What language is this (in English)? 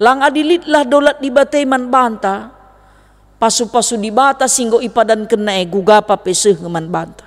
Batak Karo